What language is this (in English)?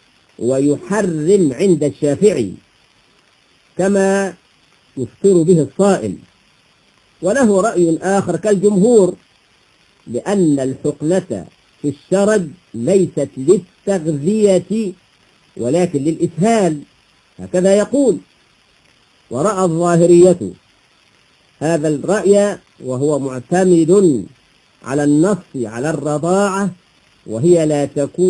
Arabic